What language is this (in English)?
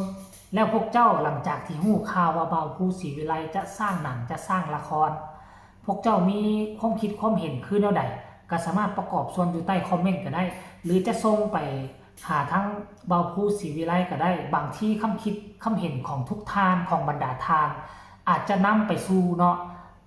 Northeastern Thai